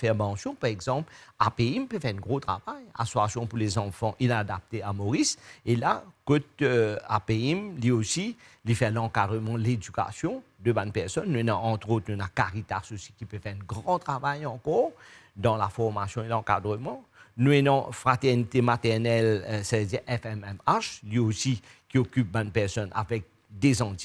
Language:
Morisyen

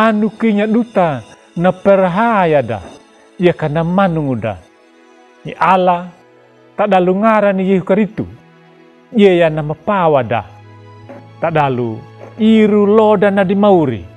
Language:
Anakalangu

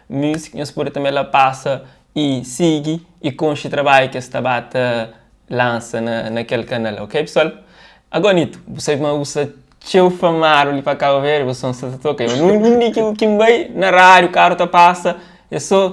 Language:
Kabuverdianu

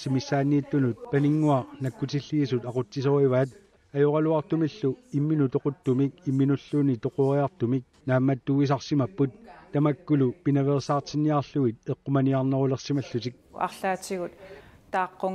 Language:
Kalaallisut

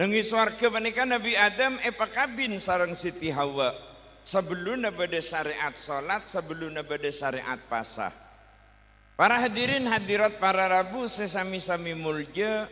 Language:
Madurese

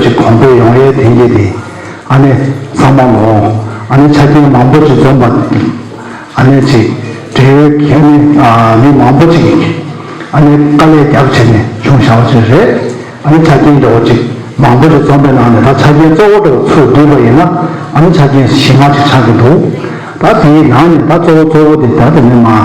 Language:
Tibetan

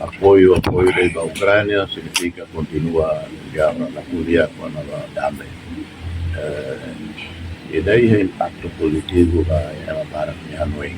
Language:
Tetum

